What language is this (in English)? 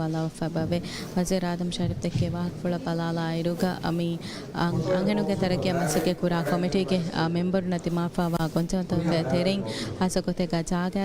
Divehi